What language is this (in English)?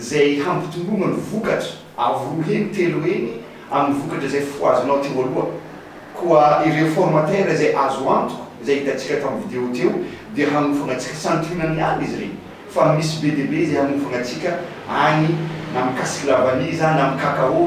Malagasy